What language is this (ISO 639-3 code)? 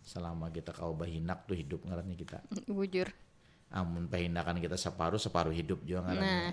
bjn